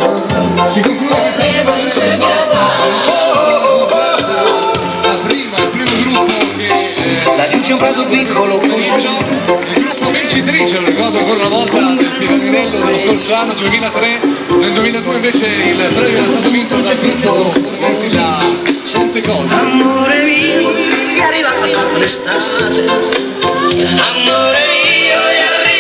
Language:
Italian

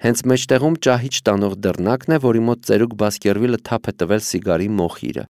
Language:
Armenian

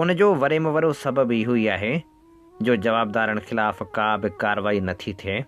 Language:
Sindhi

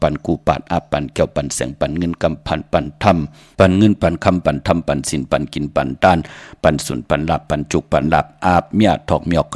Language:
Shan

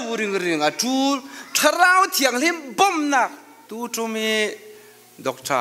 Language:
Falam Chin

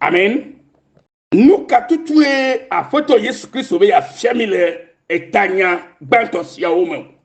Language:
Ewe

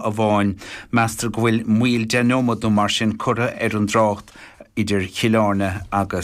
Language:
Irish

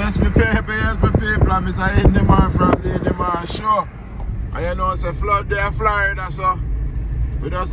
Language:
Jamaican Creole English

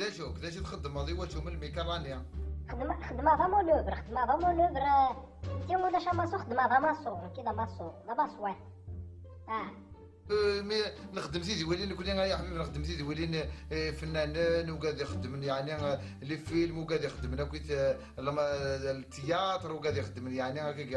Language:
Kabyle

